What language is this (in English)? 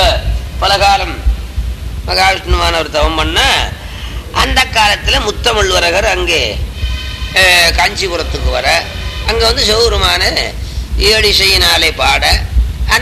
Tamil